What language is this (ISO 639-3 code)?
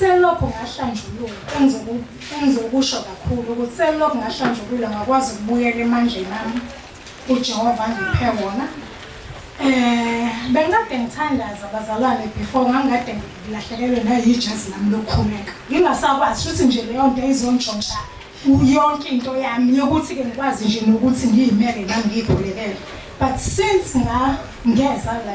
zul